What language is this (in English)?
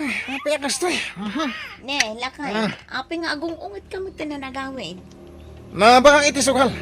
Iloko